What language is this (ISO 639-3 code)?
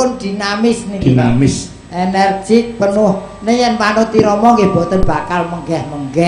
jav